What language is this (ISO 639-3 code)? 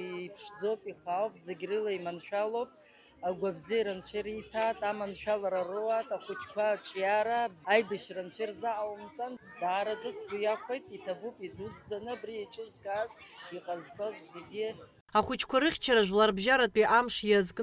abk